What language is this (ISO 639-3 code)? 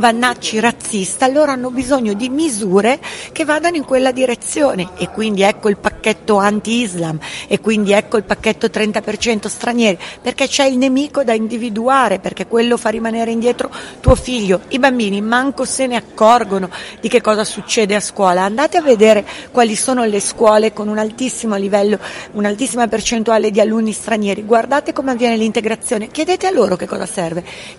ita